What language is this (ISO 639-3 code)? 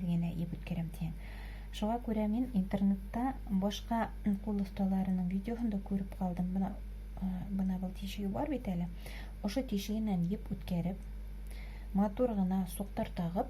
bak